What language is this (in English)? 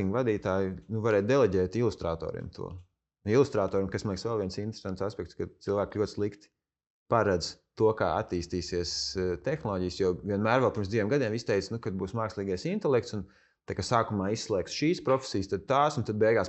Latvian